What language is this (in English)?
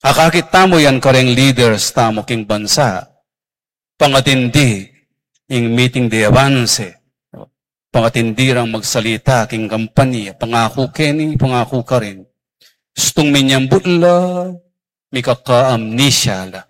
Pampanga